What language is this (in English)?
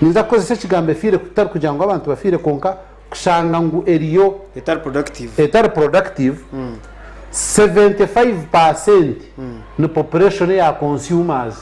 Nyankole